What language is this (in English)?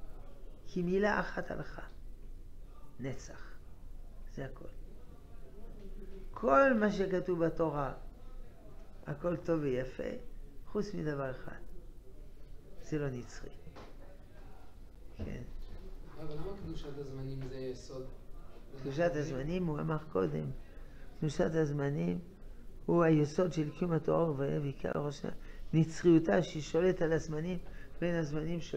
Hebrew